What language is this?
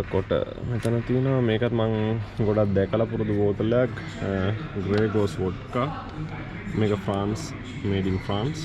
Sinhala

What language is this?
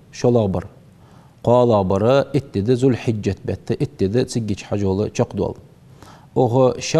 Ingush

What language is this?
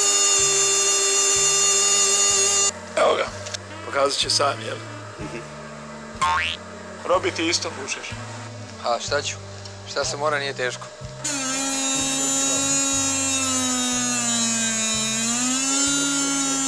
Croatian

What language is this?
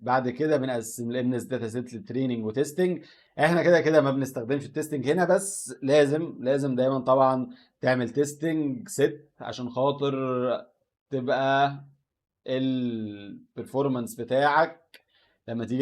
Egyptian Arabic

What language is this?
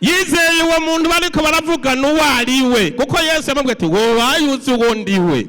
Rundi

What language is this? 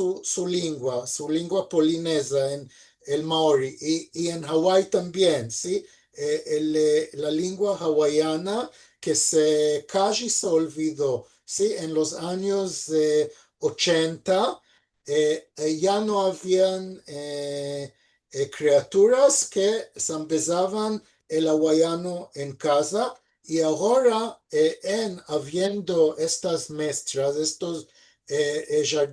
Ladino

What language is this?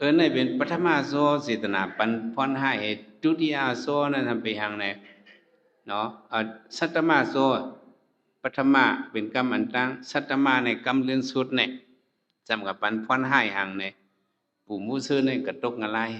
Shan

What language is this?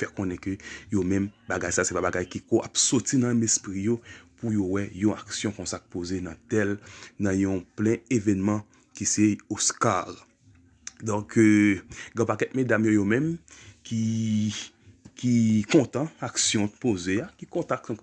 Haitian Creole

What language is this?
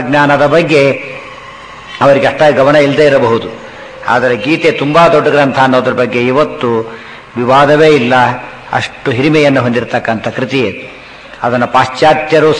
Kannada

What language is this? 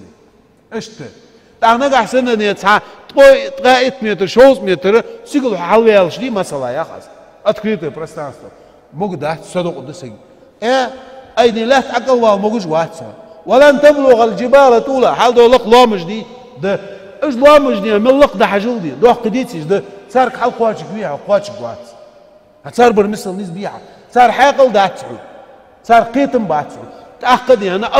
Ingush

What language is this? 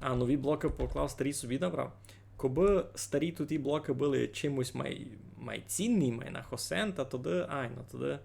Rusyn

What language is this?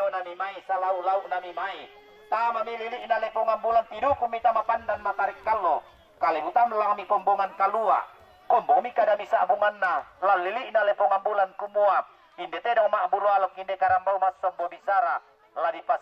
Toraja-Sa'dan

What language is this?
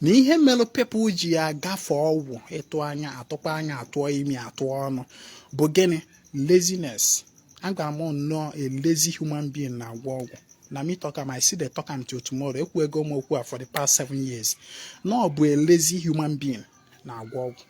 Igbo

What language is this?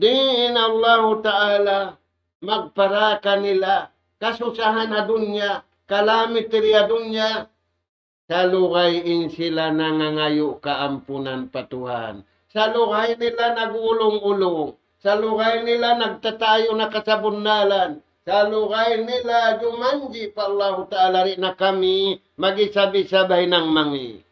Tausug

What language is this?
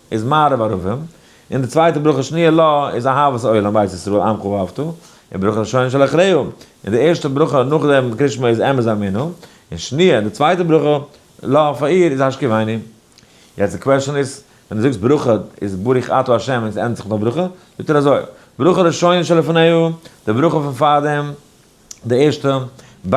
Yiddish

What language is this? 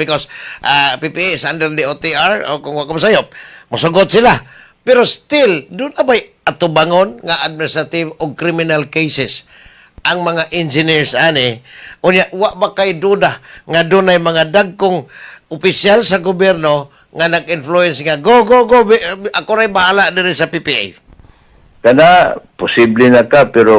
Cebuano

